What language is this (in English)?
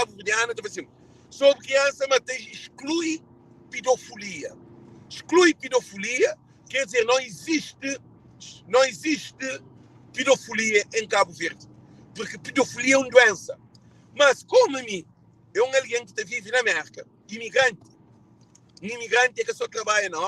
Kabuverdianu